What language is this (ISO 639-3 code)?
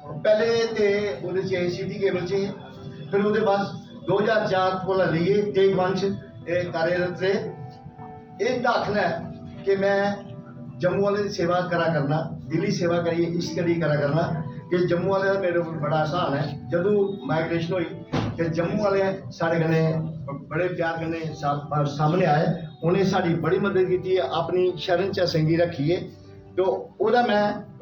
doi